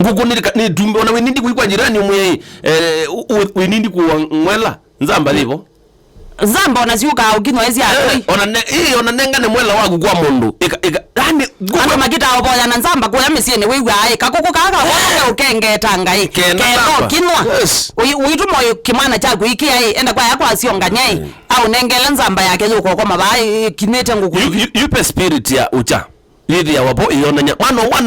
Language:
Kamba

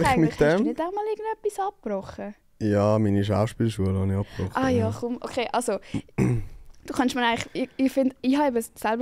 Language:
Swiss German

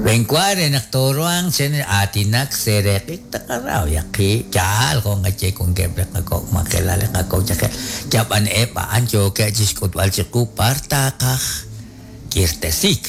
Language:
Kekchí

